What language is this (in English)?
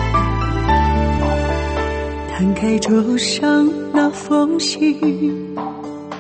Chinese